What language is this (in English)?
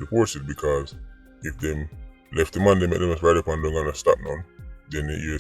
Jamaican Creole English